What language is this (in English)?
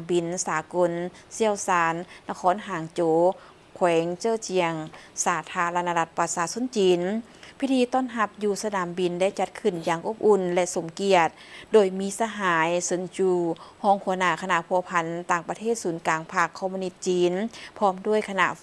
Lao